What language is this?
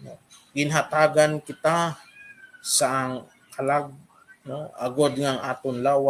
Hiligaynon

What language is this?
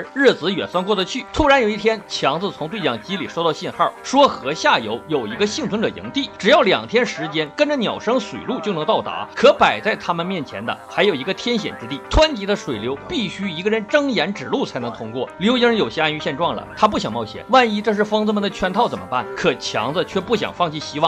Chinese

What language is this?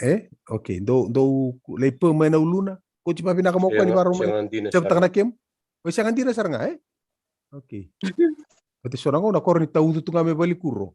Fijian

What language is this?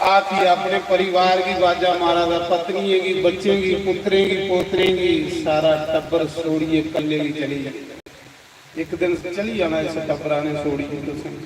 Dogri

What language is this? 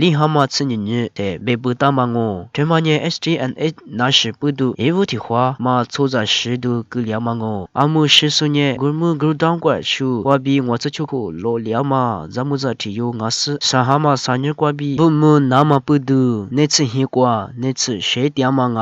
Lisu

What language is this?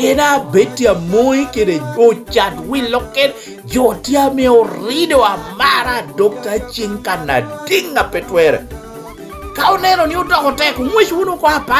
Lango (Uganda)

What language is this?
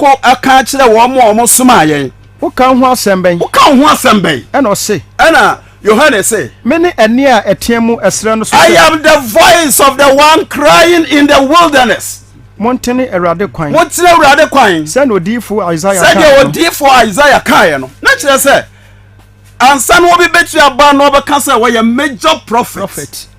Akan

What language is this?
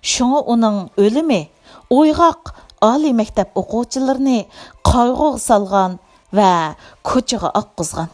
Uyghur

